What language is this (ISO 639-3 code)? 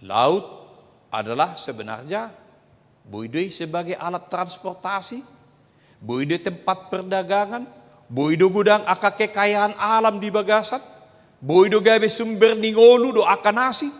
bbc